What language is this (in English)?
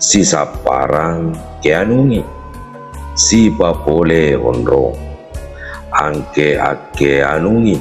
Buginese